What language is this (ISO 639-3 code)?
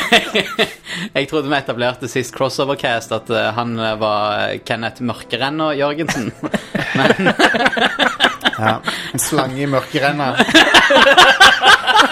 nor